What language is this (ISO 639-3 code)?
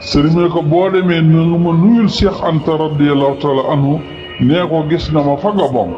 wol